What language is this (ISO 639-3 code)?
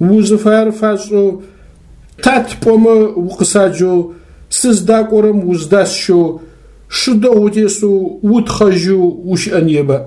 ady